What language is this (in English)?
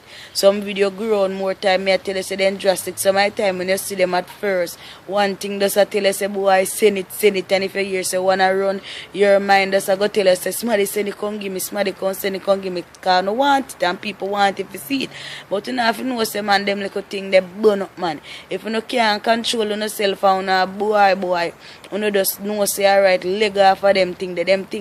Jamaican Creole English